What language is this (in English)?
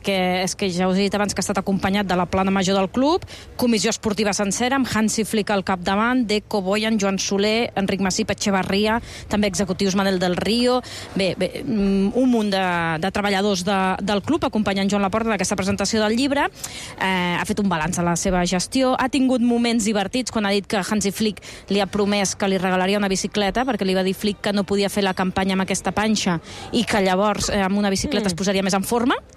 Catalan